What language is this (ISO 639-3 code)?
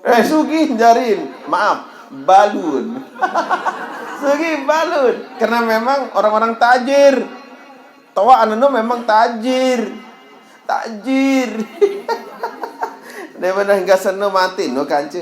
sas